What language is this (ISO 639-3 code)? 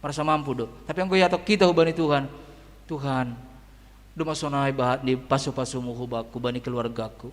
bts